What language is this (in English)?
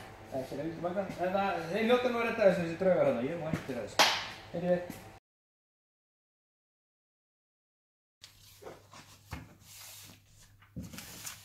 Icelandic